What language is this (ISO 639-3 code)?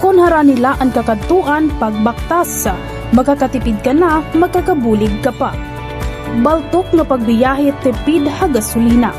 war